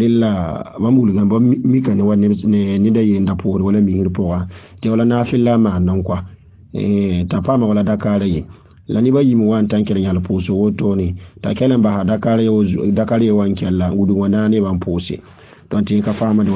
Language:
Mossi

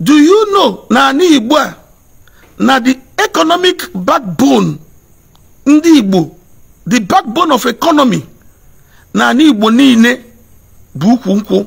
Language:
Igbo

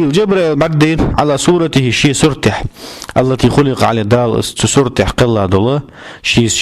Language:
Ingush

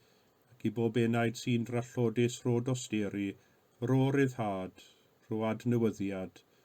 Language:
Welsh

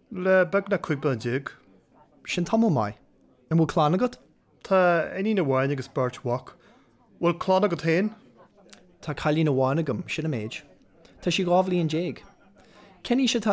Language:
Irish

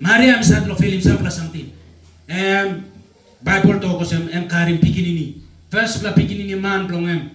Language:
Tok Pisin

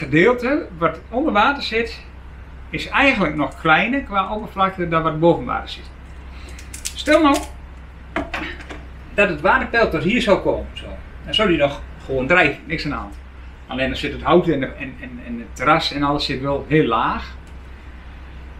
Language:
Dutch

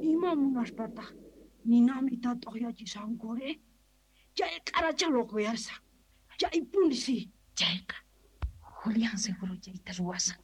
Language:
South Bolivian Quechua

